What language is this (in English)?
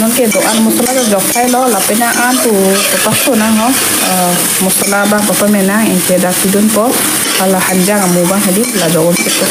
Karbi